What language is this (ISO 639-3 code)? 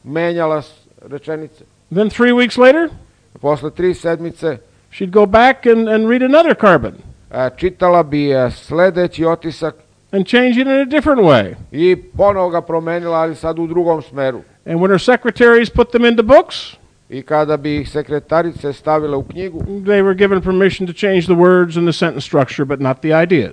srp